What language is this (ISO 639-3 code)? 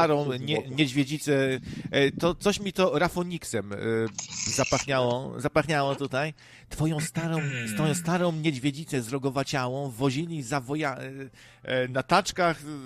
pol